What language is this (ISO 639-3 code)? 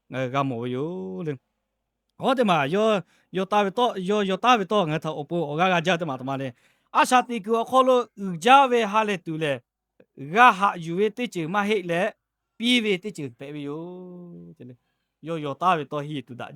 lhu